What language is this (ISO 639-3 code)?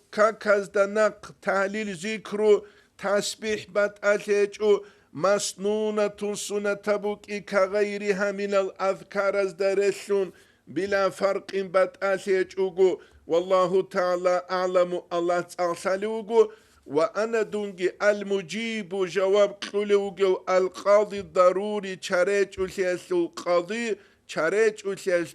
ava